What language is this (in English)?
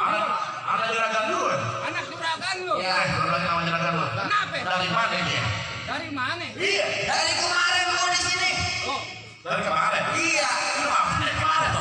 Betawi